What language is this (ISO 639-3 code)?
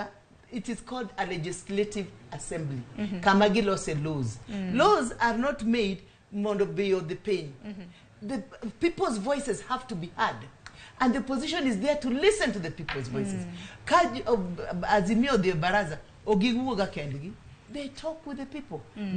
luo